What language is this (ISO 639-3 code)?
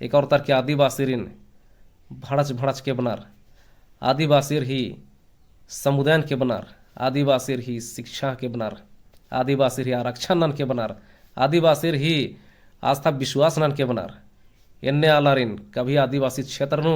kru